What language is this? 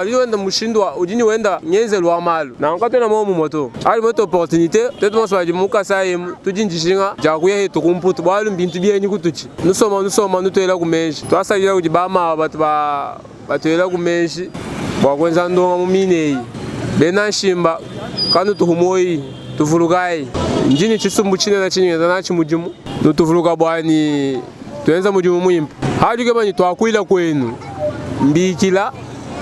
Luba-Lulua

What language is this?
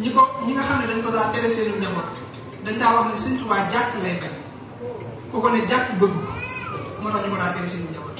Wolof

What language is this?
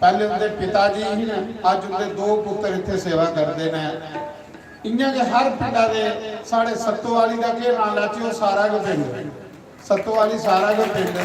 Dogri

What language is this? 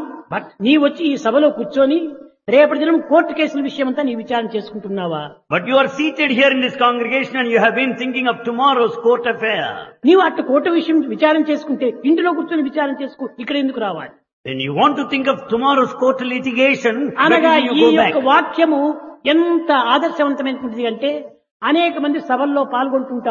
Telugu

